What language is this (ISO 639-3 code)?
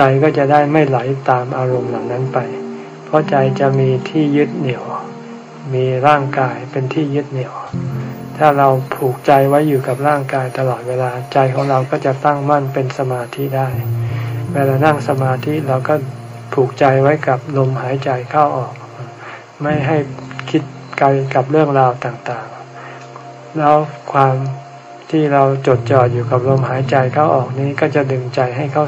tha